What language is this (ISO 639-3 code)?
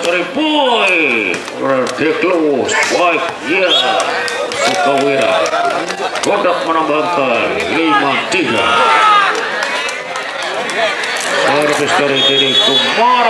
ind